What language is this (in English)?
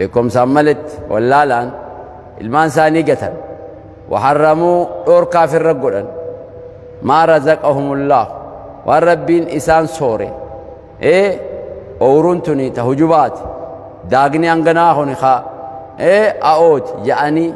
Oromo